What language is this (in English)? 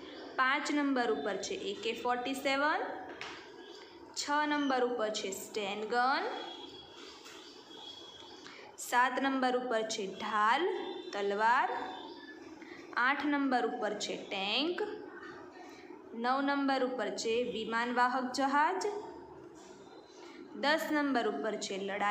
Gujarati